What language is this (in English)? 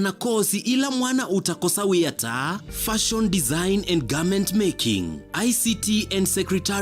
Kamba